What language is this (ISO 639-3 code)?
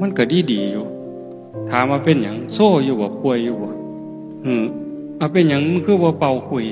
tts